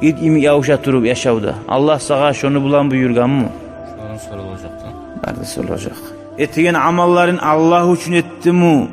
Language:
Kumyk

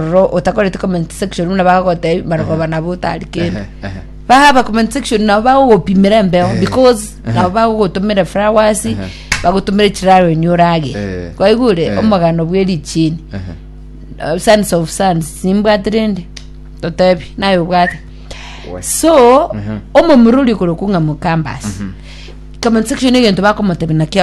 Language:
Gusii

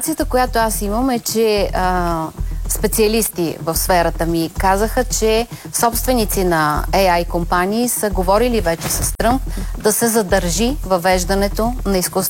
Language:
Bulgarian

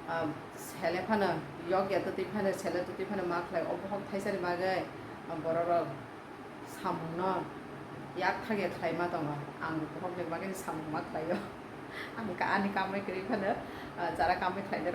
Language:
Kok Borok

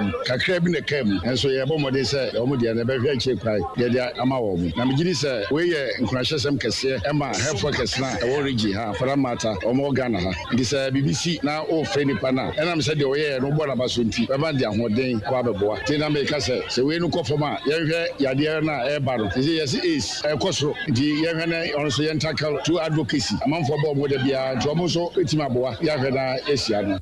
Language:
Akan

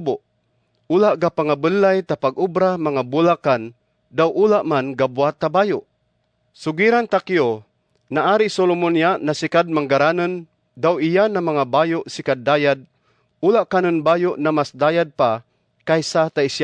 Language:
Kagayanen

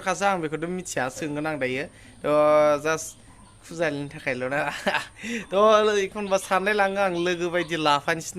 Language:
Bodo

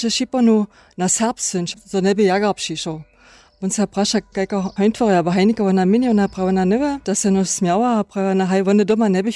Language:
Upper Sorbian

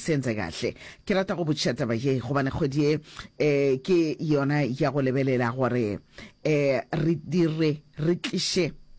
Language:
Northern Sotho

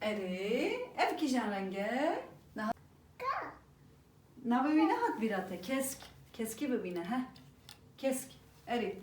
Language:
Kurdish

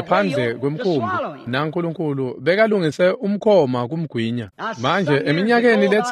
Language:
Swati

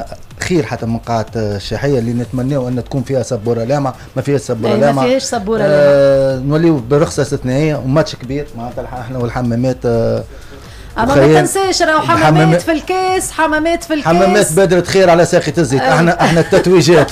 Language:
Tunisian Arabic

